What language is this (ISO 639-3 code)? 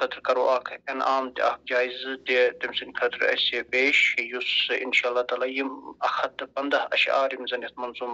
kas